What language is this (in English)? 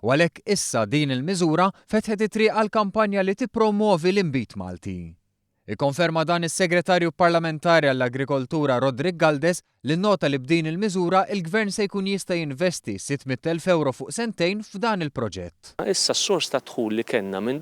Maltese